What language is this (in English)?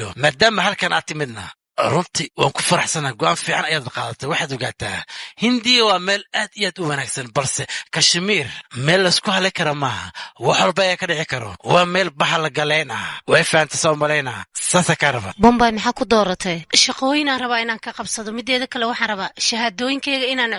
Somali